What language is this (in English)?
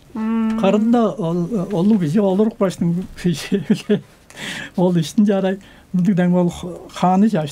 Tuvinian